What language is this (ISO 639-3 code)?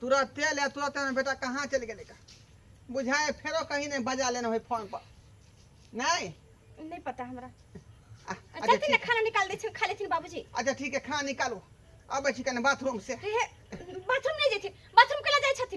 mai